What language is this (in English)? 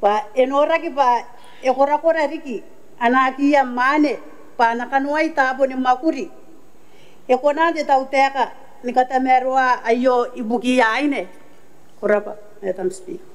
Gilbertese